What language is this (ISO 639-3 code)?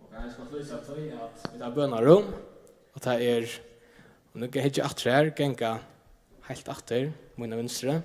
fao